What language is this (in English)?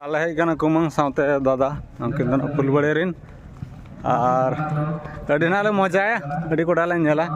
Santali